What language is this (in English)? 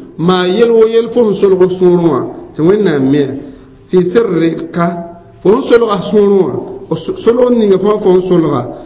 Mossi